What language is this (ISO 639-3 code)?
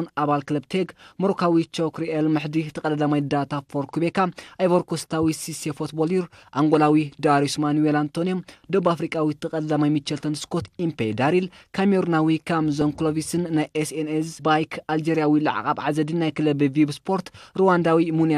tir